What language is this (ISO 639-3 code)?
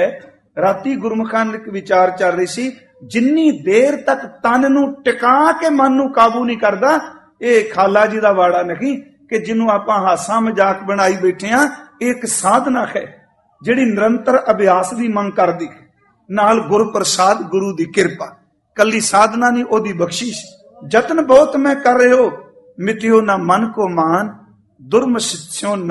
pan